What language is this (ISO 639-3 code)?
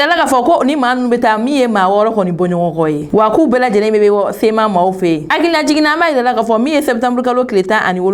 bam